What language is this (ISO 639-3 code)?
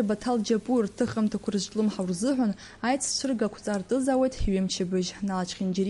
abk